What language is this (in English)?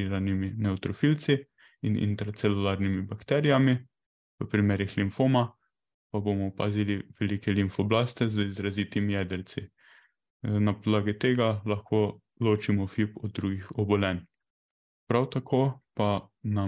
Slovenian